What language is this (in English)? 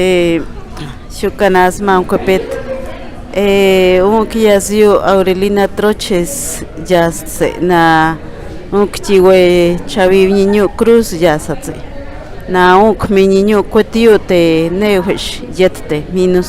Páez